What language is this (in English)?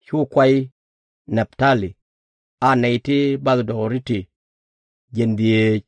Nuer